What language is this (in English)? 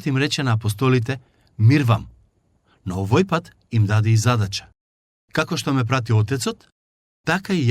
Macedonian